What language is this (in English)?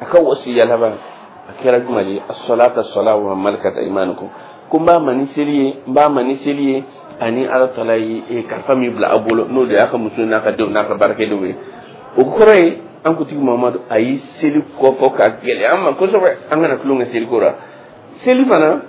Dyula